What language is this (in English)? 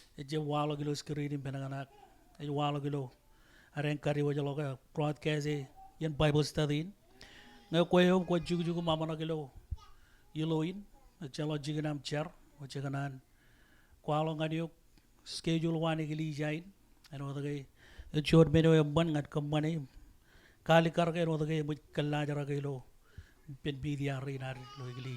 Marshallese